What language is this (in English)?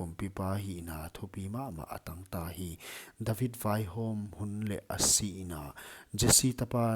Paite Chin